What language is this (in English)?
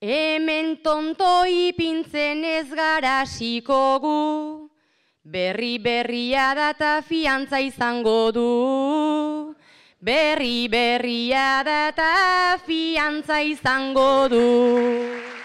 Basque